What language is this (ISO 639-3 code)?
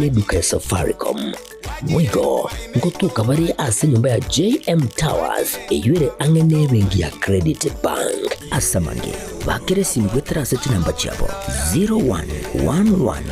guz